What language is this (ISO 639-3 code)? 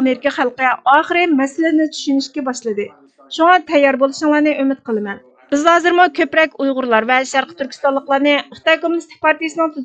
uig